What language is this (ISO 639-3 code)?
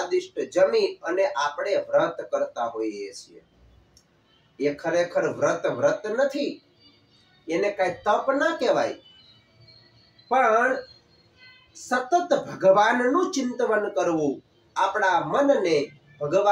guj